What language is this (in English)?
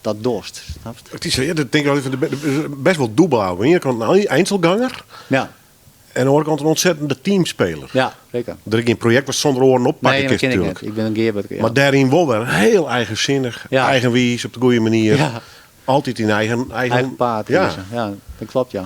Western Frisian